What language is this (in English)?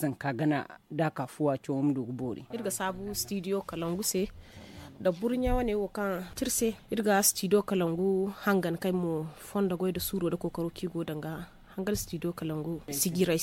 Zarma